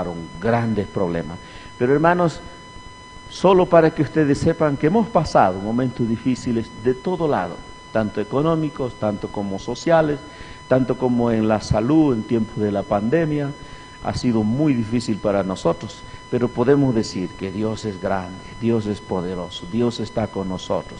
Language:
Aymara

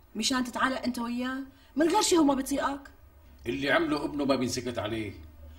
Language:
North Levantine Arabic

